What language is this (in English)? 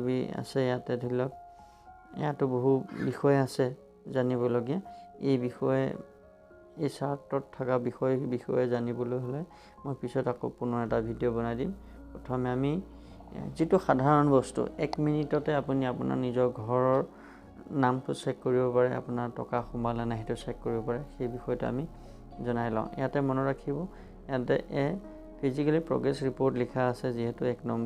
Assamese